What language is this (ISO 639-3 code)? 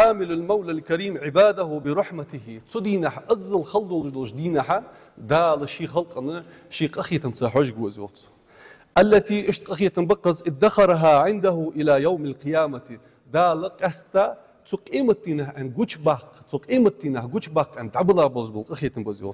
inh